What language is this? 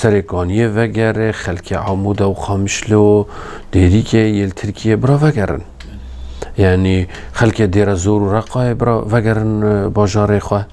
Kurdish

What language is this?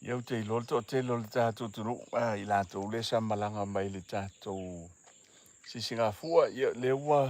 Samoan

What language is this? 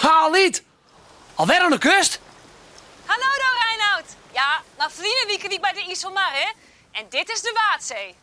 Western Frisian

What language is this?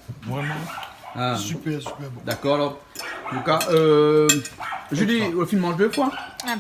Réunion Creole French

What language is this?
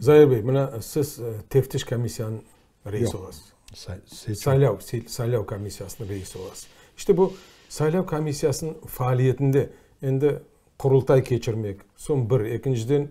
Crimean Tatar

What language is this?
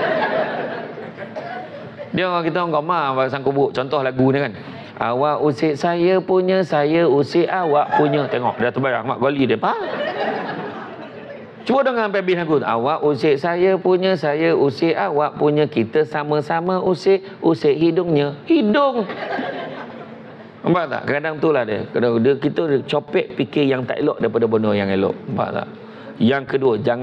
Malay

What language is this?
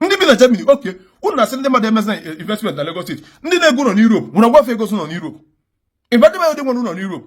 Igbo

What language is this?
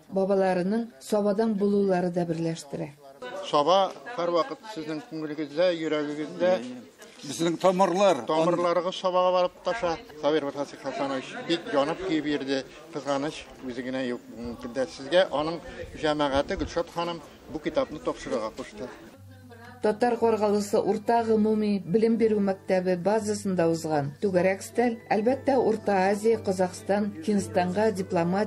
Tatar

